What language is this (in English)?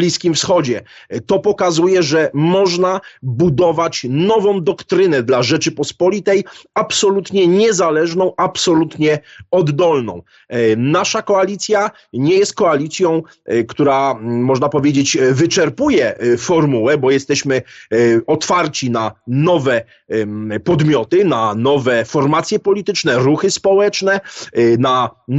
Polish